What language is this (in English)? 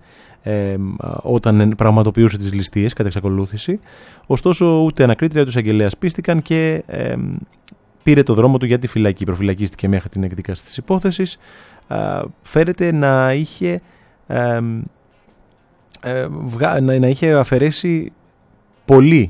Greek